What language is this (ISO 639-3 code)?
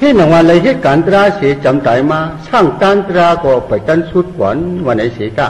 shn